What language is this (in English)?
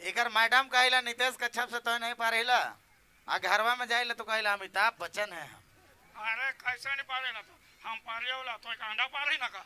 Sadri